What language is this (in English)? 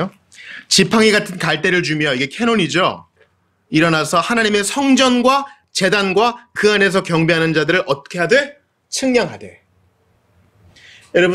Korean